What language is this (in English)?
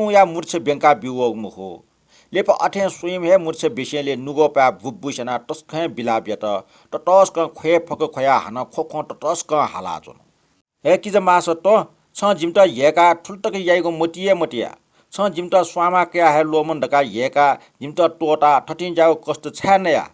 Newari